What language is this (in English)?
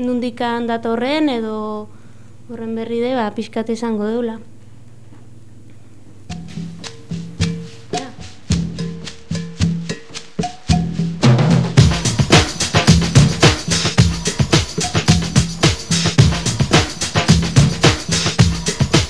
Basque